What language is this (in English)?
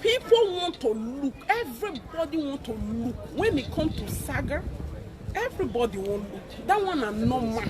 Nigerian Pidgin